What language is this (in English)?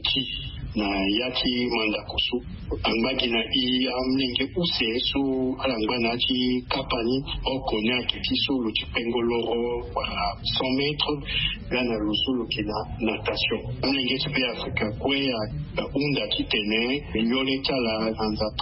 Sango